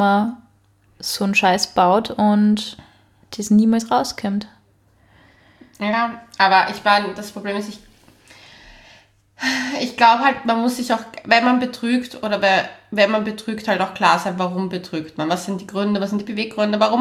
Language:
German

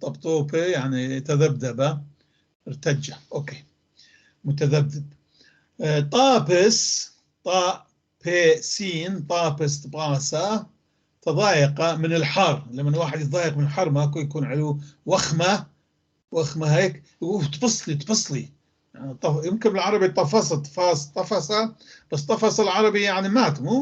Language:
North Levantine Arabic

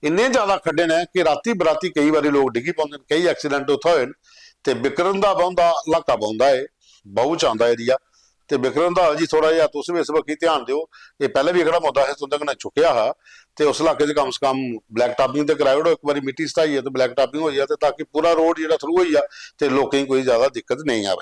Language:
Dogri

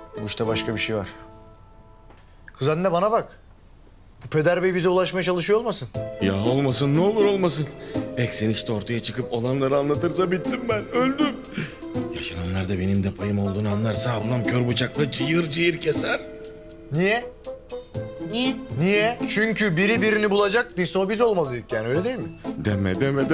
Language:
Turkish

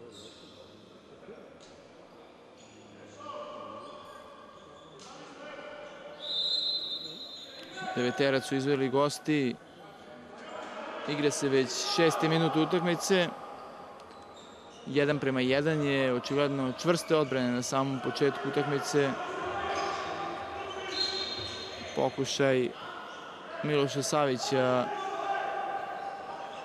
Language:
Serbian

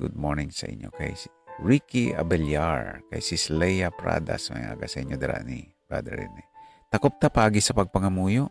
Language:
Hiligaynon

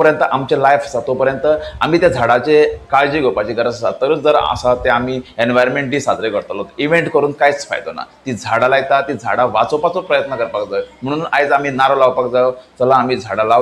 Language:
Konkani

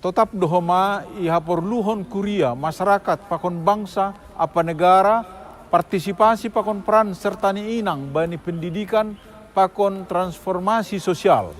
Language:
Batak Simalungun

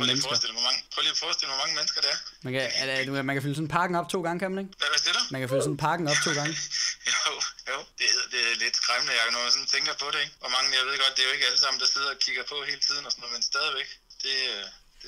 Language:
Danish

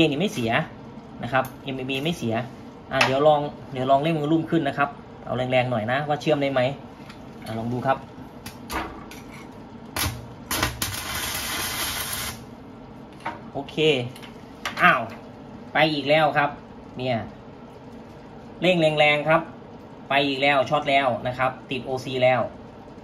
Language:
Thai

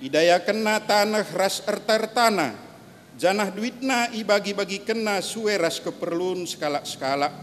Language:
Batak Karo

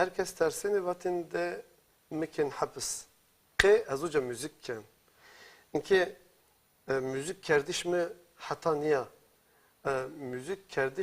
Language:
Zaza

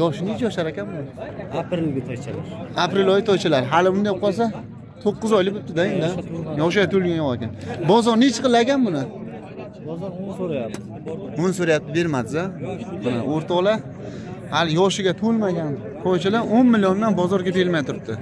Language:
Uzbek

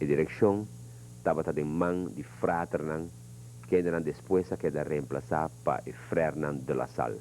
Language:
Papiamento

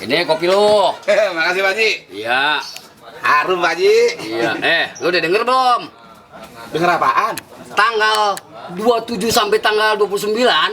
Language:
Betawi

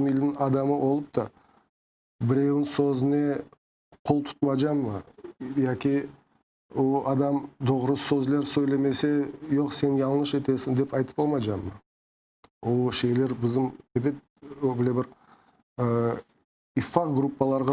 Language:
Crimean Tatar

